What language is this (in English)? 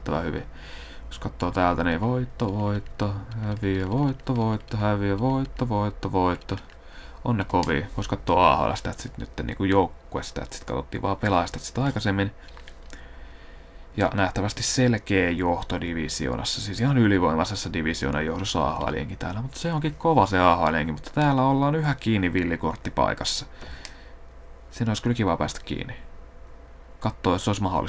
Finnish